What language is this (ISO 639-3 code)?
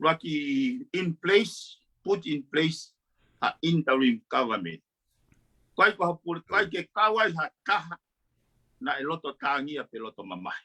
ton